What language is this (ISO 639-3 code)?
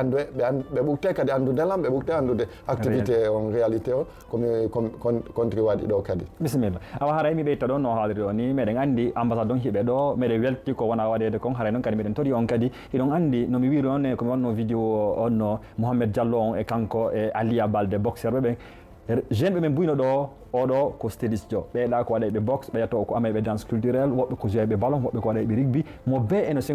ful